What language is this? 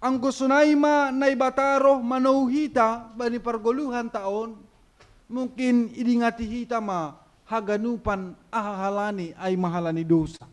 Batak Simalungun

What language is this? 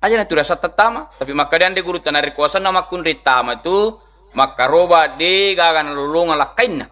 Buginese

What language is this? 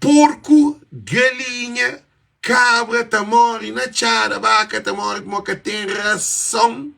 Kabuverdianu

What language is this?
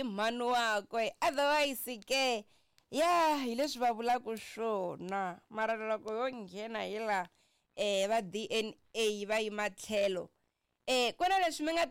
Tsonga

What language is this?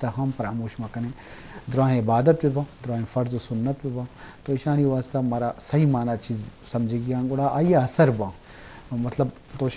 Eastern Balochi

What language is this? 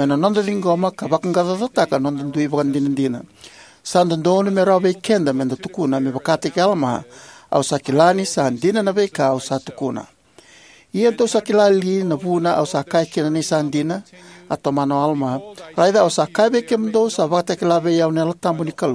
Fijian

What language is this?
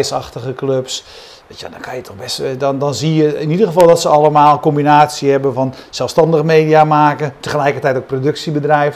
Dutch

